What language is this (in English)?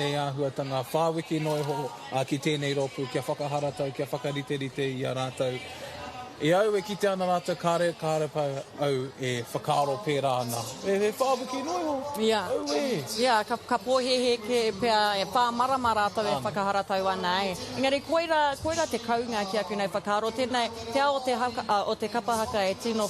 Māori